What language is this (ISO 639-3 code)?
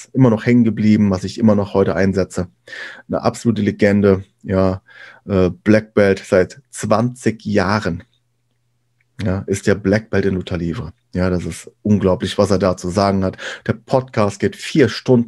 deu